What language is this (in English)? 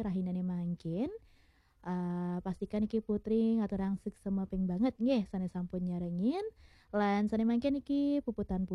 Balinese